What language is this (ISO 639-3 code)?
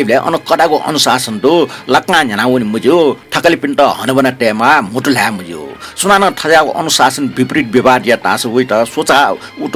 new